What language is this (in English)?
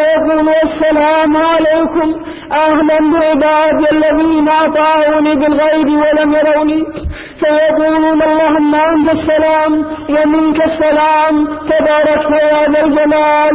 Arabic